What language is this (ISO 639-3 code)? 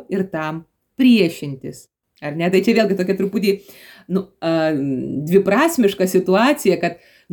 lit